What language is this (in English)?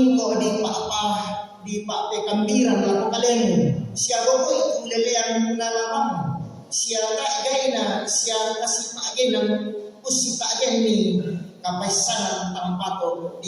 Toraja-Sa'dan